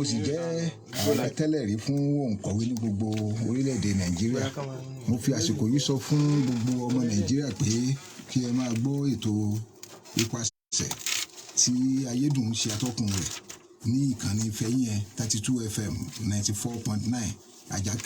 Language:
Yoruba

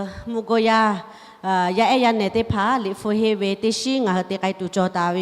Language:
Lahu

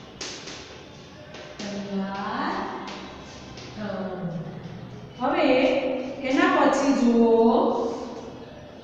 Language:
Gujarati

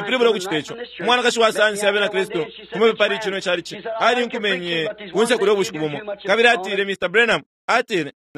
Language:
Bemba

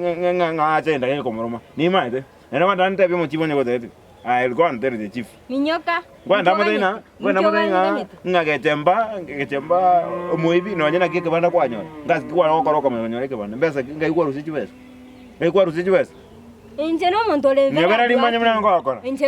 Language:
Gusii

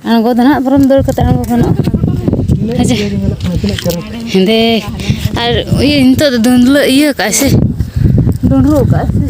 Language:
Santali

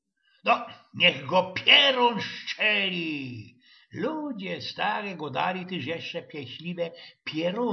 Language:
Silesian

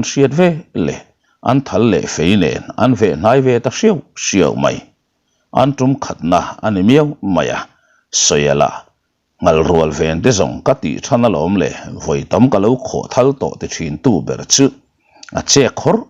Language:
Mizo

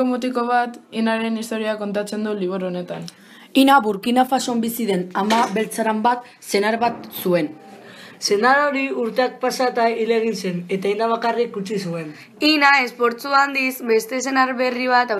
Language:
Basque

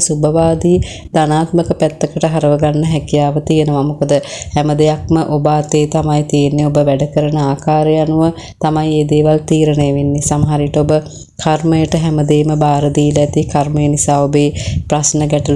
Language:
Sinhala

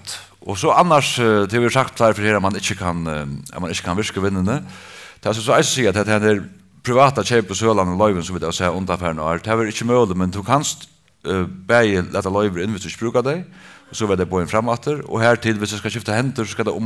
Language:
Faroese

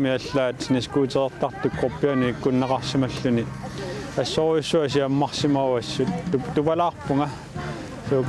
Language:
Kalaallisut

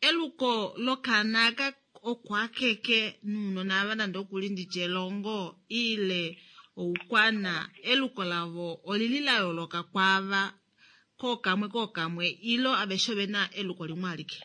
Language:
Kuanyama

